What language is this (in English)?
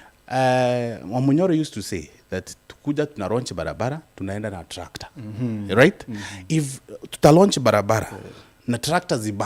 Meru